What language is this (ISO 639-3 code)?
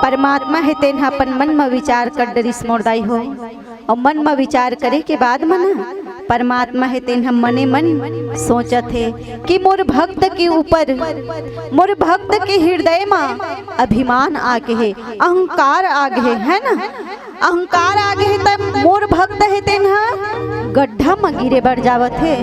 hne